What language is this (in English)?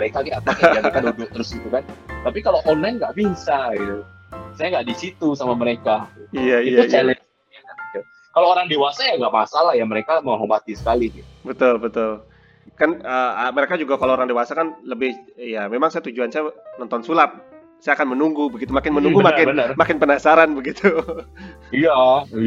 Indonesian